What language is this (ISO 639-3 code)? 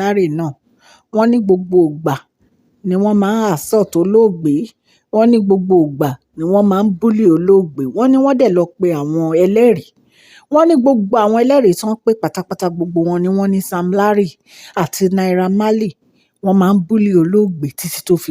yor